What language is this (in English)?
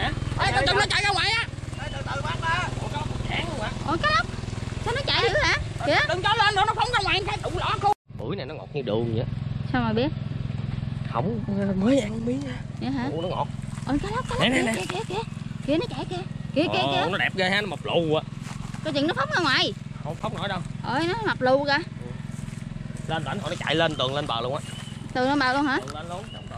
Vietnamese